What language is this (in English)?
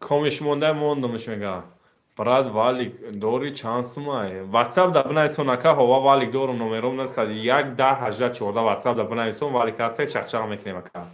Tajik